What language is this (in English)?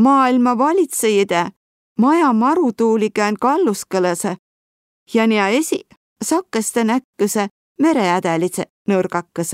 Võro